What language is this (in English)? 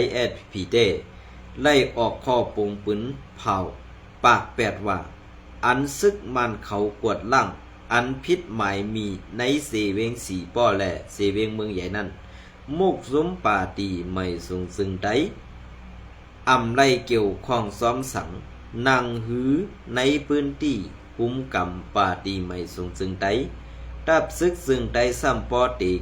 Shan